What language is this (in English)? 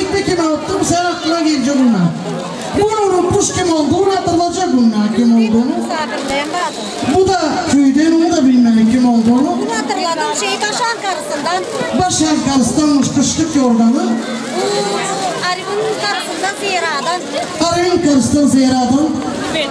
Turkish